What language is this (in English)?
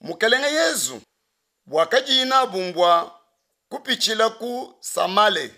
Luba-Lulua